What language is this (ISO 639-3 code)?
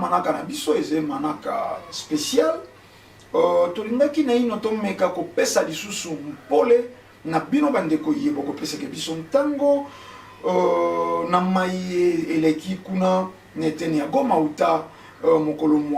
lin